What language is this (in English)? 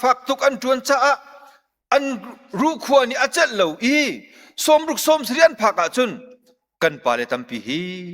Hakha Chin